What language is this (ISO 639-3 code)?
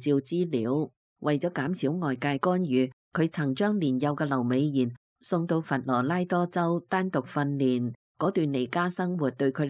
yue